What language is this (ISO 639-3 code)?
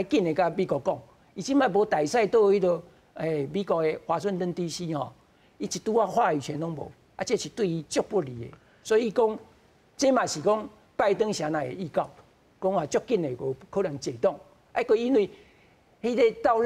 nan